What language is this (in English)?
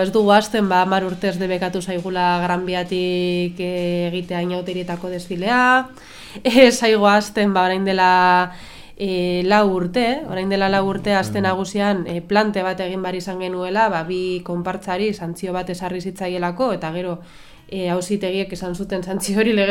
Basque